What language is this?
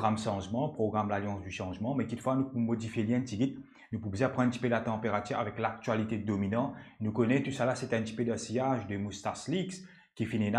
Morisyen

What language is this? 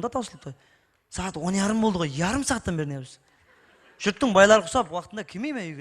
Kara-Kalpak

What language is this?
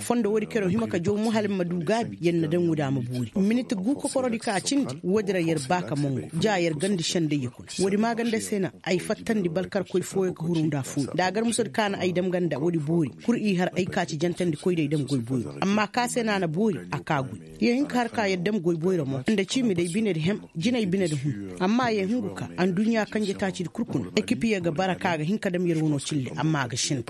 Koyraboro Senni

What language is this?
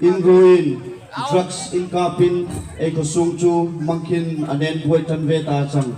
Darlong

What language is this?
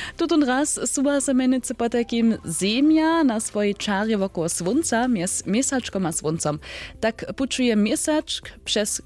Upper Sorbian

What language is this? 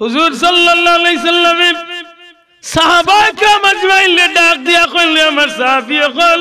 Sylheti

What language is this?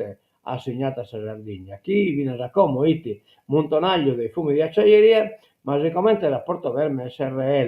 Sardinian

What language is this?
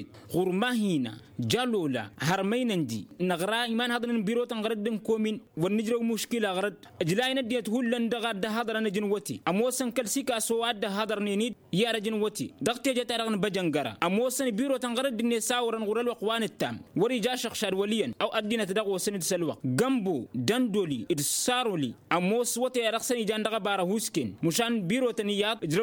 Tamasheq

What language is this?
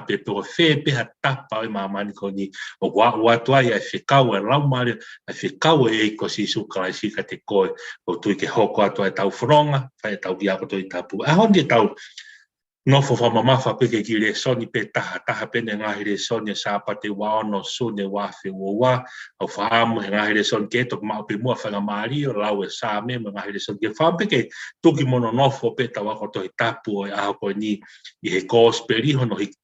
Tongan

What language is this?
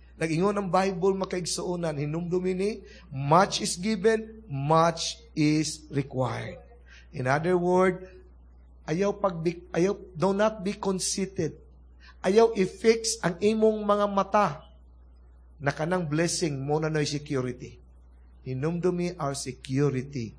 Cebuano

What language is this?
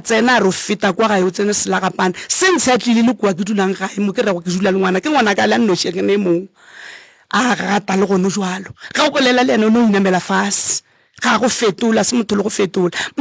Northern Sotho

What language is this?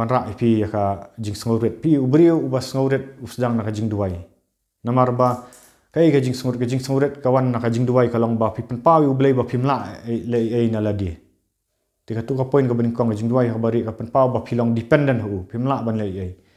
Khasi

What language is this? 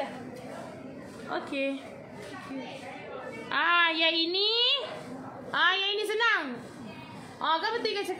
Malay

